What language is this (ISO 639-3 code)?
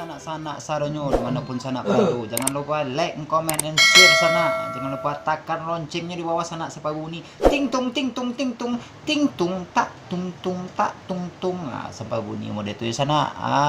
min